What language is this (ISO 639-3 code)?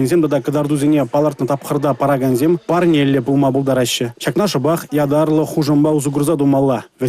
chv